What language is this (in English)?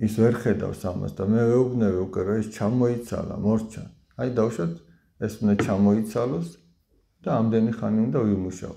Georgian